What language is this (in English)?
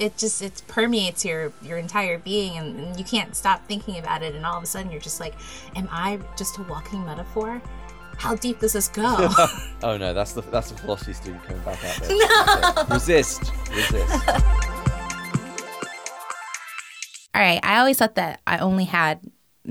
English